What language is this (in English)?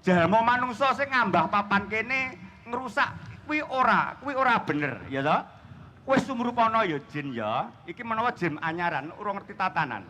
Javanese